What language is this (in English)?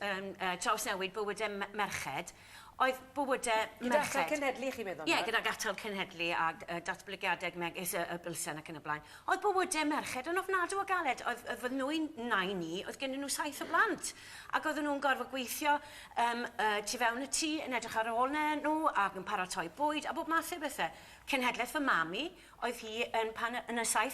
Welsh